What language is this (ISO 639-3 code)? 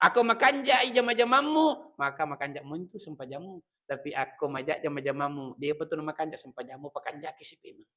bug